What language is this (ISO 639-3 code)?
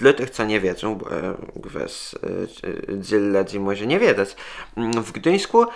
csb